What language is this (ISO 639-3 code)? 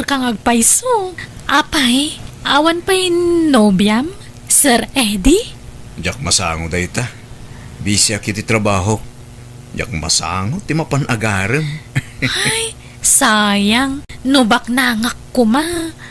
ilo